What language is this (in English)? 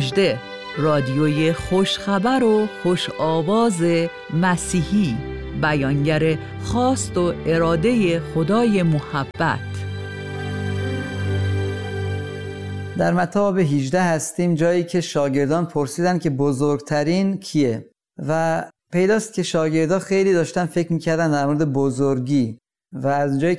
Persian